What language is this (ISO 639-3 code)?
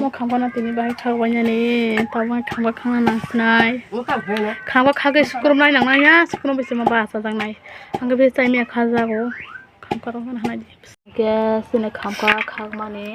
trp